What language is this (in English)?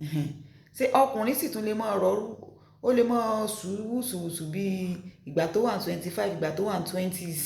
Yoruba